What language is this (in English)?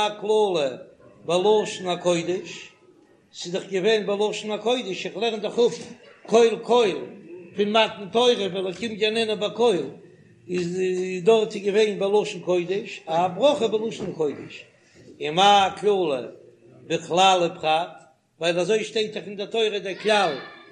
Yiddish